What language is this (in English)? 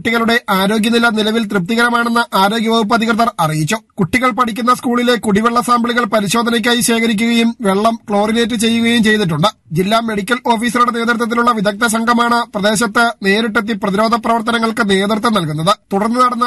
Malayalam